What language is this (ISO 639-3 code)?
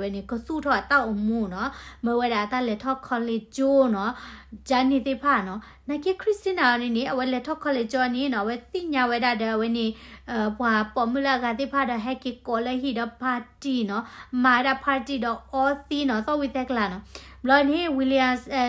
ksw